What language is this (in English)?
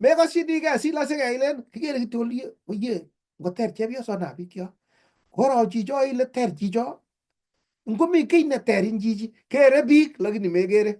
Kalenjin